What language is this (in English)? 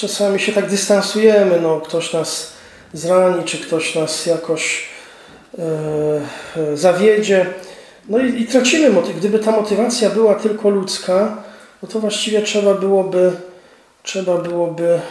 Polish